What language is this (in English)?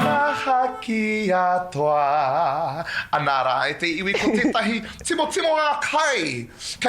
Māori